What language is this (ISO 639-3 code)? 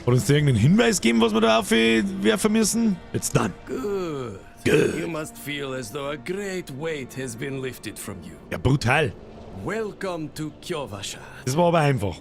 bar